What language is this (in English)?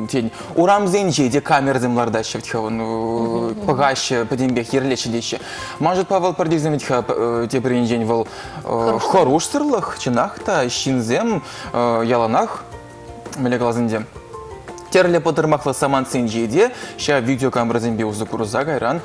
Chuvash